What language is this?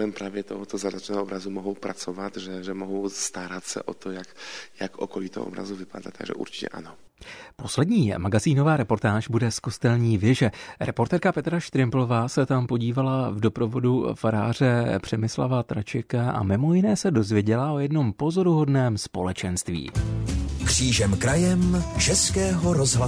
Czech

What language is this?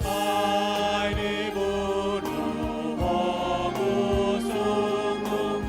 Batak Toba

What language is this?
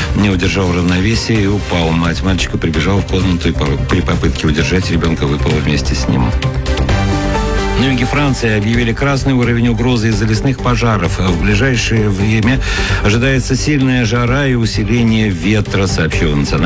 Russian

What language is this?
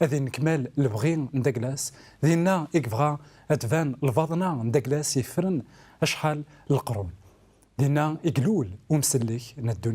Kabyle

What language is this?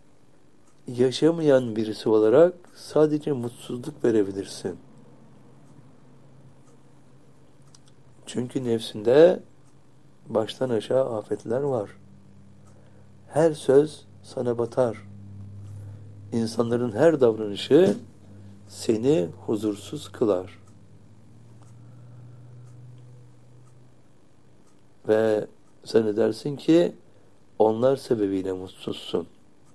Turkish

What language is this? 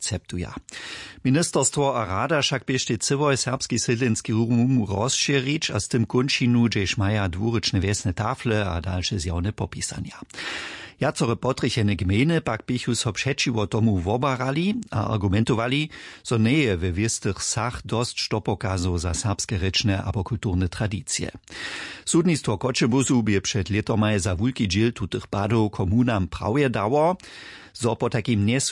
Upper Sorbian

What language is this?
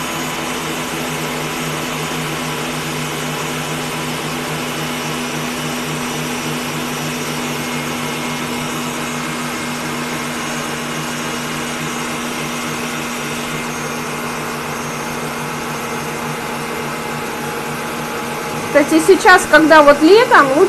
Russian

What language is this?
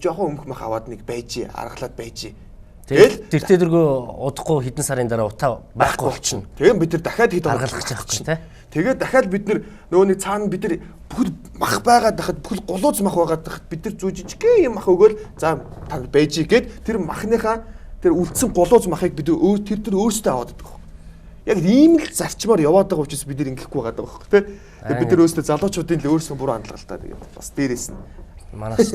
Mongolian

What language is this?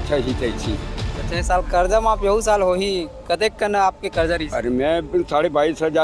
Chhattisgarhi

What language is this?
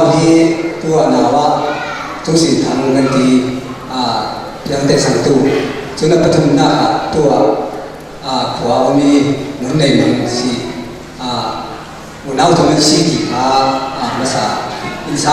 Falam Chin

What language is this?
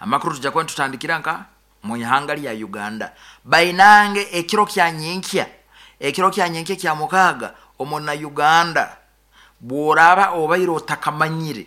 Nyoro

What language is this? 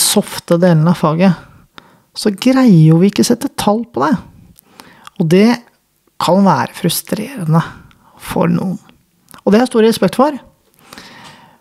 Norwegian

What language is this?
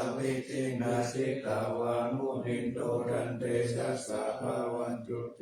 Pali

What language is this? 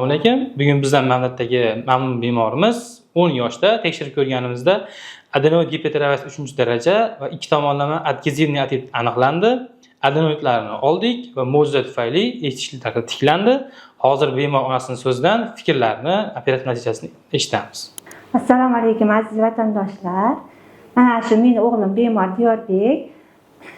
Uzbek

